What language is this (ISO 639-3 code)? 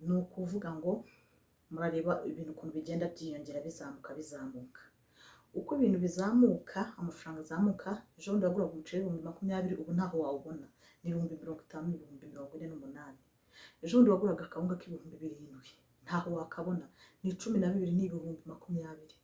kin